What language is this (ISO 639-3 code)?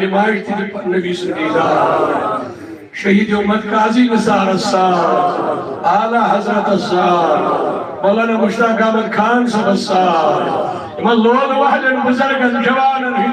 kas